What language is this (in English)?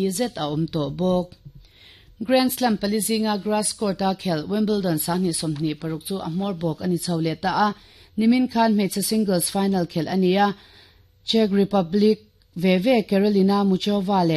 Mizo